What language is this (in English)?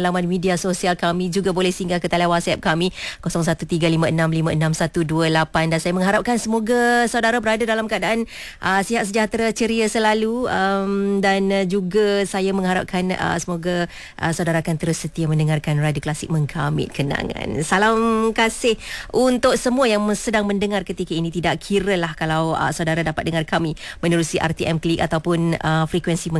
Malay